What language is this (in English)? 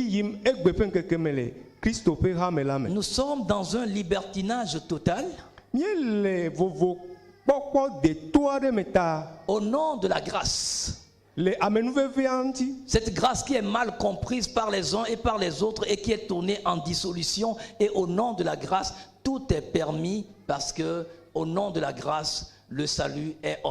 Ewe